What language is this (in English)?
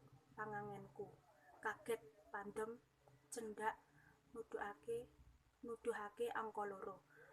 Javanese